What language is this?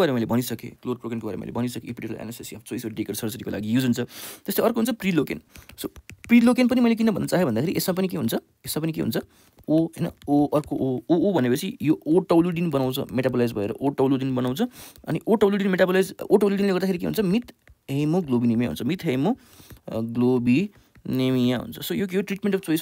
Nepali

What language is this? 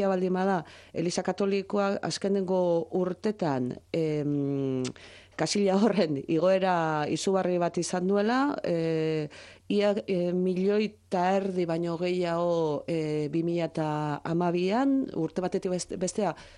Basque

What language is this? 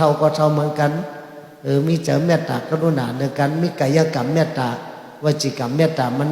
Shan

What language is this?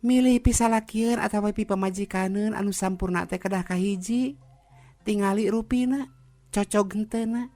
Sundanese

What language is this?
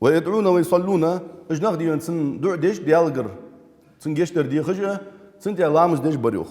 Ingush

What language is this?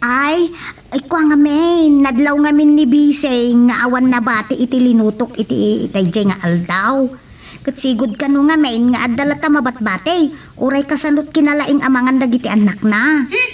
Iloko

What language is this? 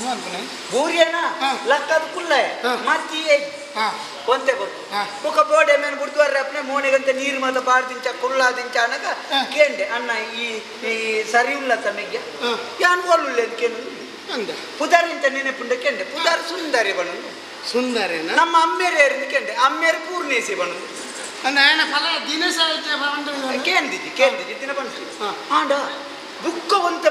Tulu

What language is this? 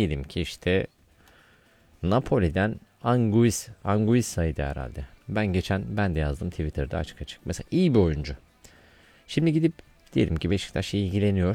Turkish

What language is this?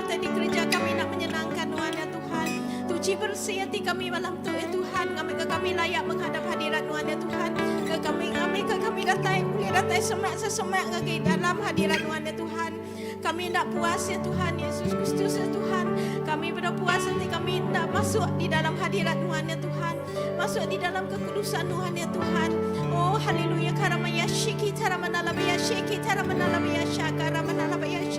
Iban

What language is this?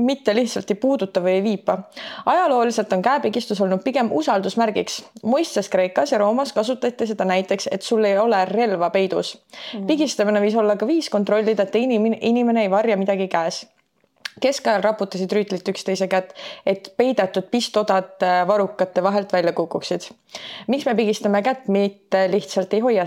Estonian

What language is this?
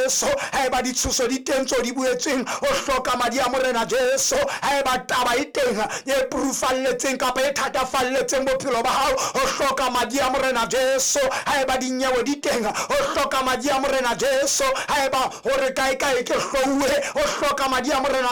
Southern Sotho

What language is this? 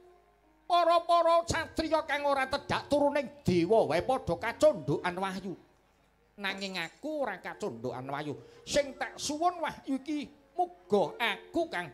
Javanese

